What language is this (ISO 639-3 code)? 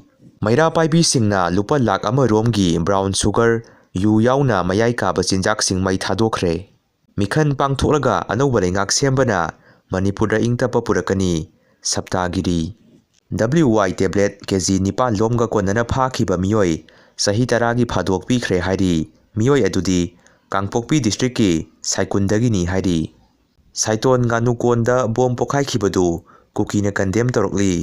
mni